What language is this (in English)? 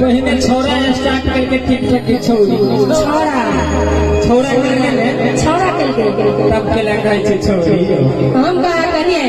Maithili